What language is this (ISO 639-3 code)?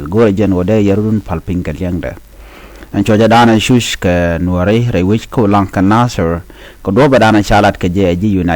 nus